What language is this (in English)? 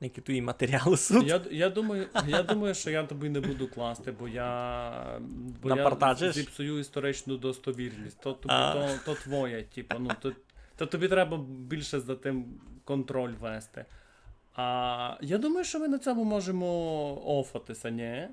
Rusyn